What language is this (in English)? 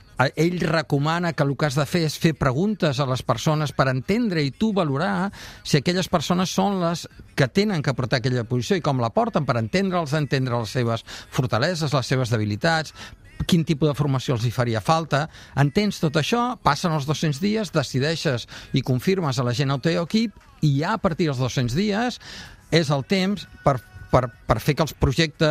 Catalan